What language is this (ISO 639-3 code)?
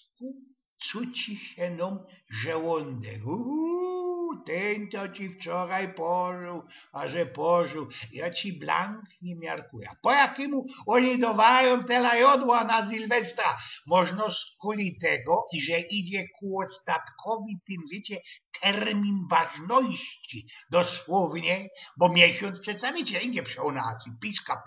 szl